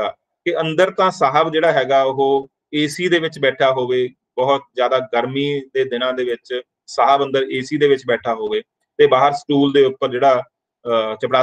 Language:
Punjabi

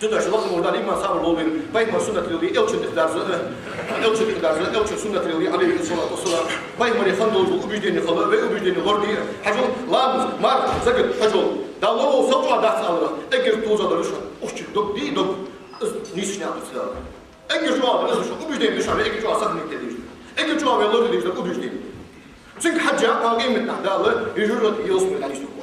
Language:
Ingush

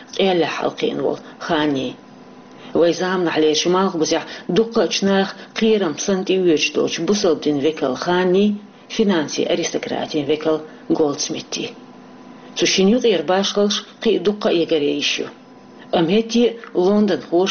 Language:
Chechen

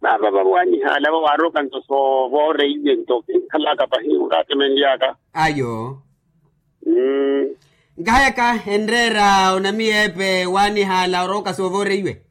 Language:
Makhuwa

